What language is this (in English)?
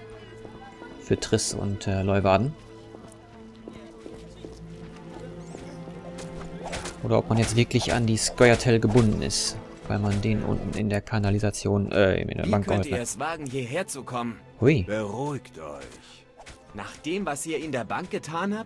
German